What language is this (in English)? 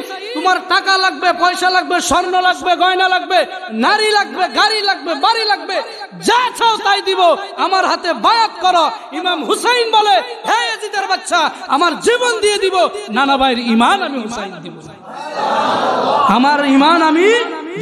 Bangla